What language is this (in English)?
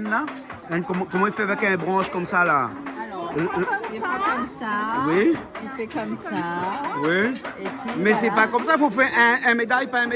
Réunion Creole French